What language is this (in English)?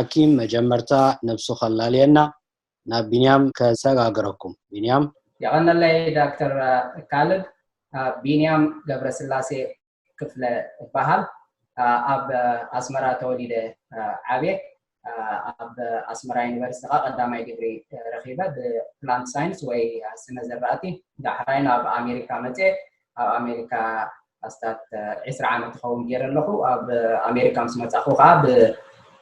Tigrinya